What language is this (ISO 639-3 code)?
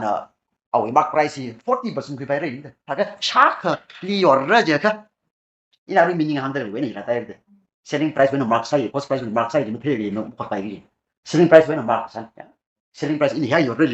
nmf